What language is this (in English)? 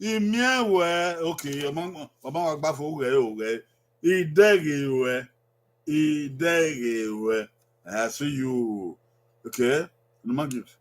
Bini